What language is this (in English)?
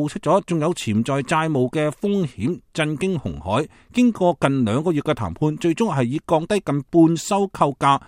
Cantonese